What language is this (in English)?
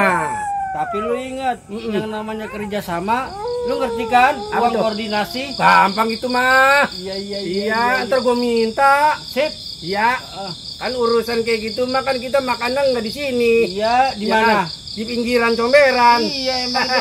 Betawi